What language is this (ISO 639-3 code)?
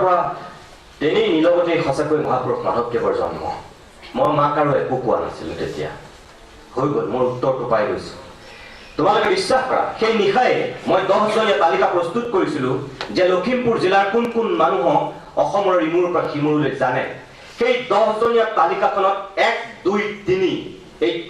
asm